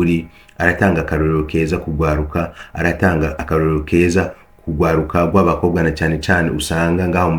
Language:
Rundi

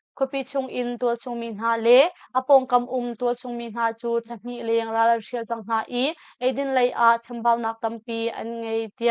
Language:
Hakha Chin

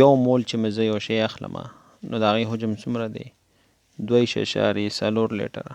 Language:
Pashto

